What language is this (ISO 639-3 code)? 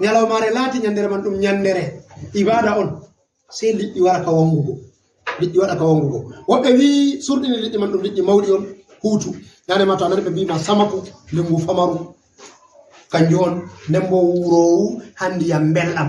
ful